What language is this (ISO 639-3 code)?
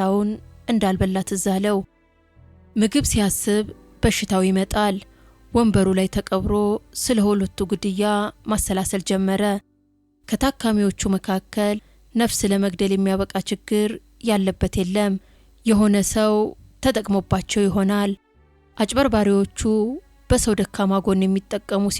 amh